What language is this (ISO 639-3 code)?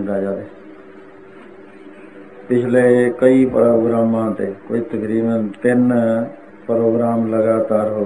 pan